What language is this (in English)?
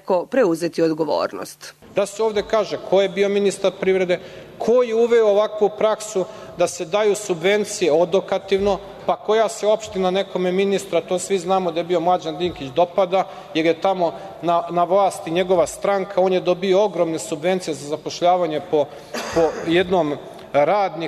Serbian